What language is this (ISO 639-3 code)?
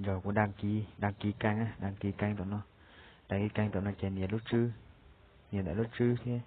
hmn